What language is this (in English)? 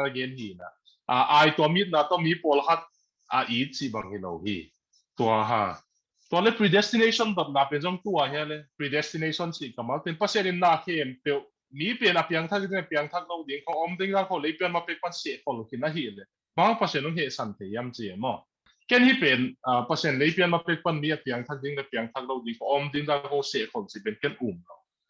Tedim Chin